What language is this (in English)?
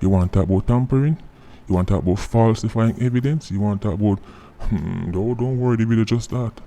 Jamaican Creole English